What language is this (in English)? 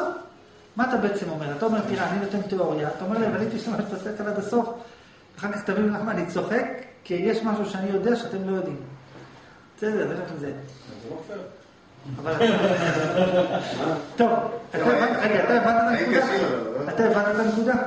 Hebrew